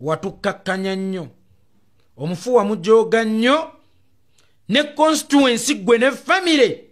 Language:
Ganda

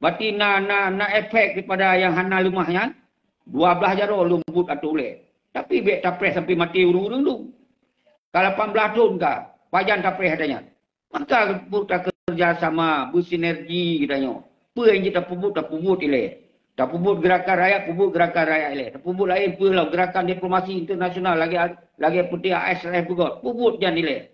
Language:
Achinese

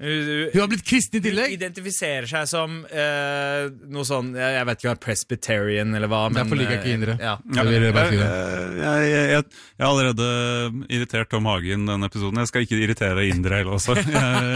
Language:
Norwegian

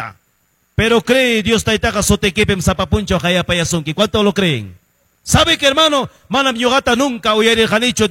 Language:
Quechua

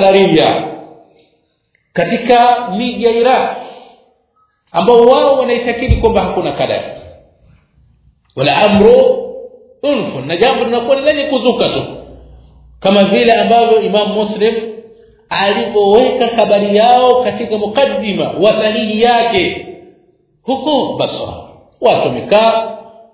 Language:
Swahili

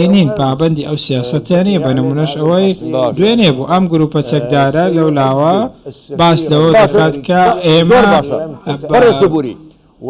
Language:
Central Kurdish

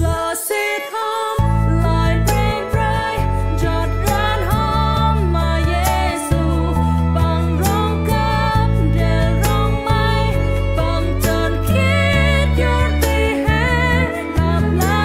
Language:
Central Mnong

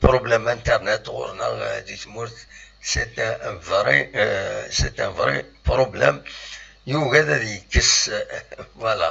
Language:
Kabyle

